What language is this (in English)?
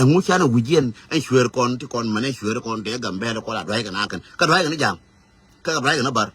Nuer